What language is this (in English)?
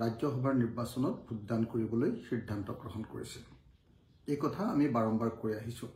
Assamese